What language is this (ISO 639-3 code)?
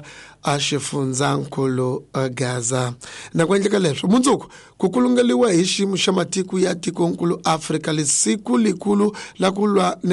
tso